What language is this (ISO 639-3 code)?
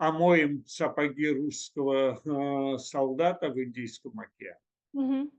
crh